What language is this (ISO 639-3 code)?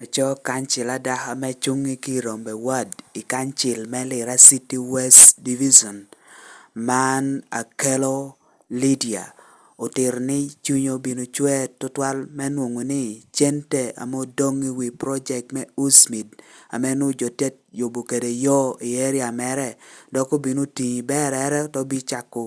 laj